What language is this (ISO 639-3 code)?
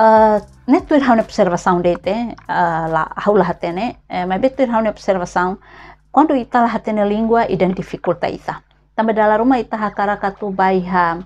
tet